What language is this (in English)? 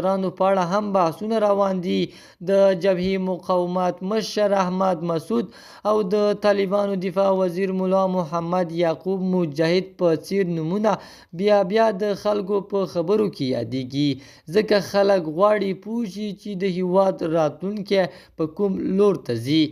Pashto